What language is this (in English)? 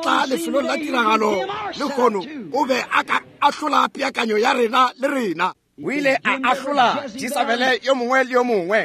Northern Sotho